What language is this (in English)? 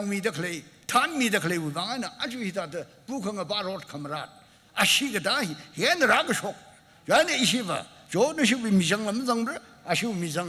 Tangkhul Naga (India)